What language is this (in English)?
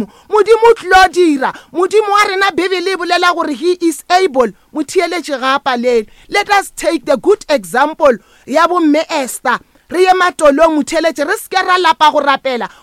Northern Sotho